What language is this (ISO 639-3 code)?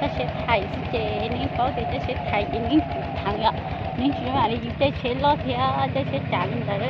hmn